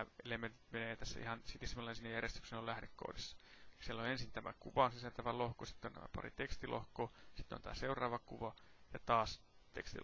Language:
Finnish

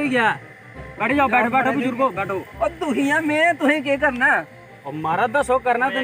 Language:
Dogri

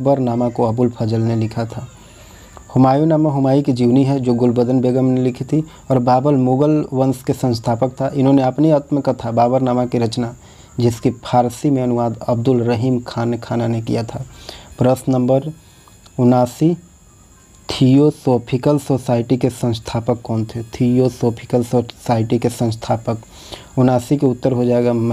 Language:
Hindi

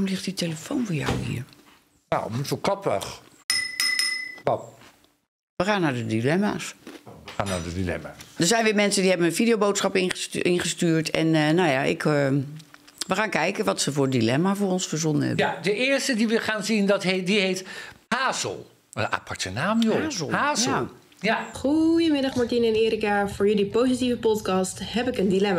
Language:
Dutch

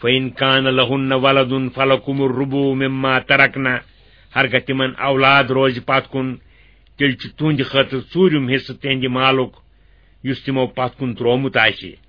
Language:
Kashmiri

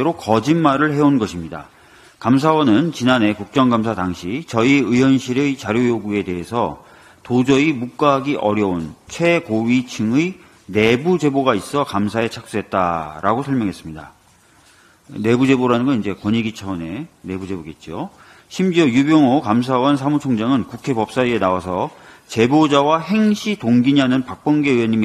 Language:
Korean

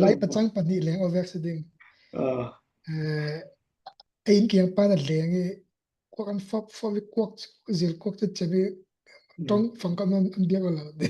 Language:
Falam Chin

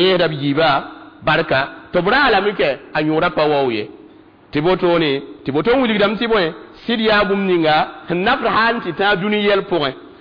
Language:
Mossi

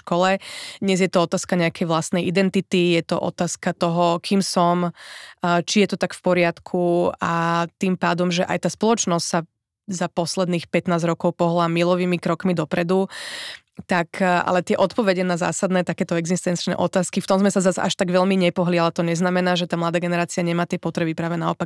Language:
Slovak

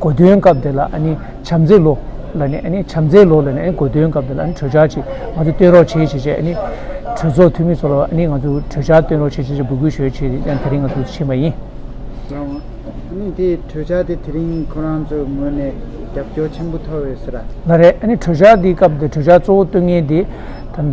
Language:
Tibetan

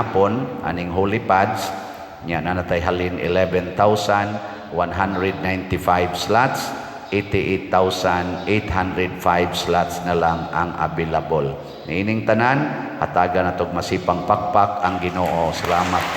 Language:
Cebuano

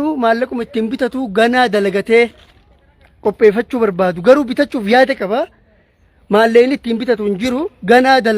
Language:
Oromo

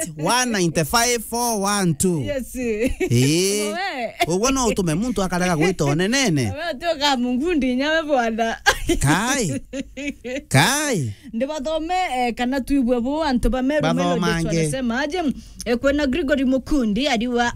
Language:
Meru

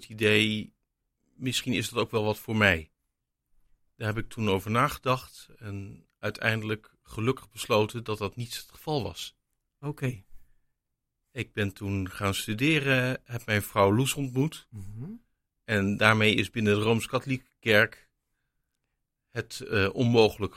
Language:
Dutch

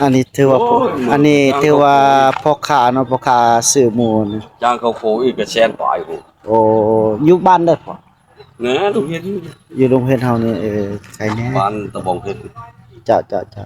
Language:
Northeastern Thai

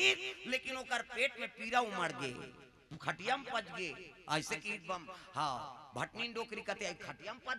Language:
Chhattisgarhi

